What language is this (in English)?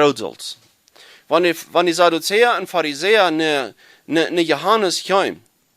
Plautdietsch